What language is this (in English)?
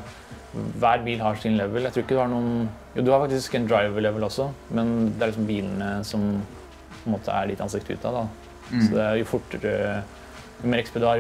Norwegian